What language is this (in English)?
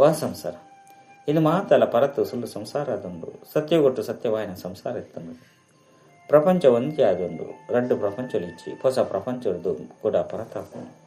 Tulu